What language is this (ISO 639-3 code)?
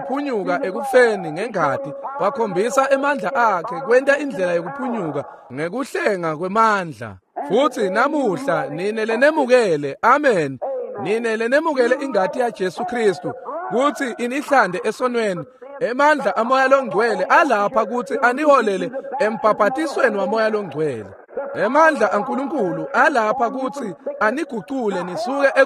ssw